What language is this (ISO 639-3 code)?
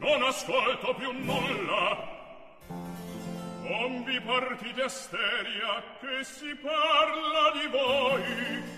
ita